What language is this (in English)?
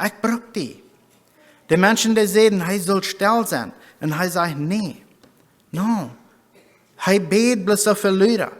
Plautdietsch